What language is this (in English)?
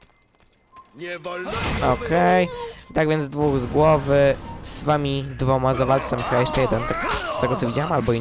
Polish